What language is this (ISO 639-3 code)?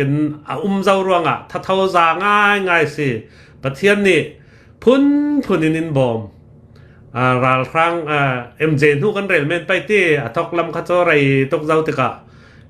cnh